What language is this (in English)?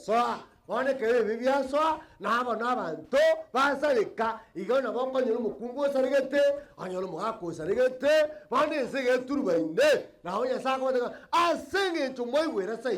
Gusii